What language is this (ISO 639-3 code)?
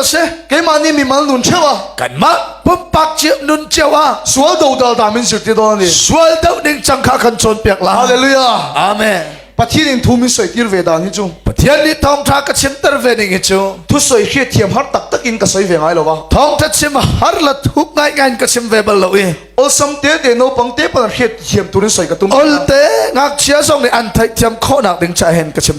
cnh